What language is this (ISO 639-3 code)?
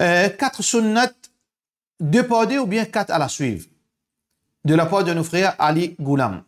mfe